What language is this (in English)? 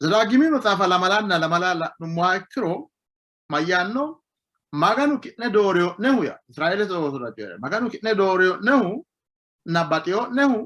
Sidamo